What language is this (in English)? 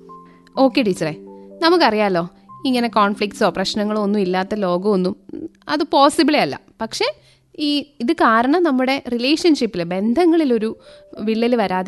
Malayalam